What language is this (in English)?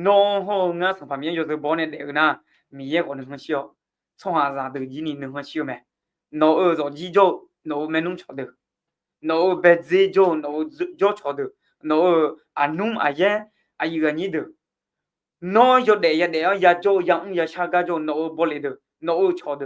Akha